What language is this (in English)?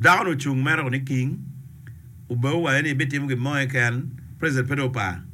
Acoli